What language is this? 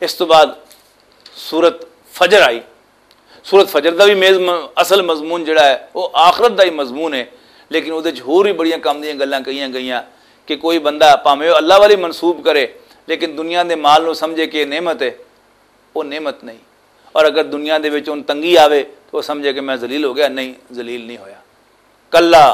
Western Panjabi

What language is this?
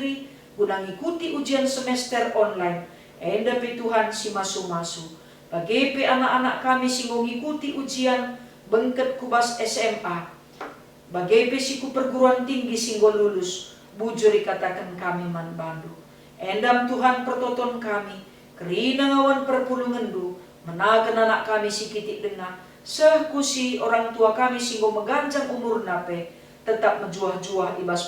Batak Karo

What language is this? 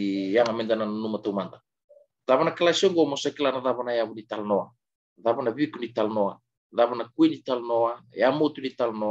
Fijian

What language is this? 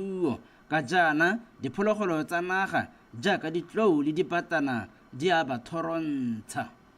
Tswana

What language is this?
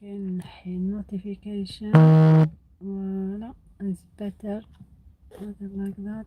Algerian Arabic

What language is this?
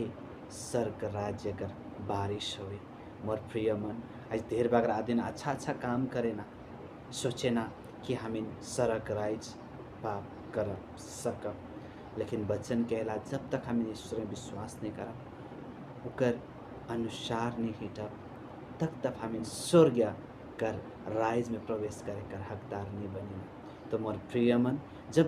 Sadri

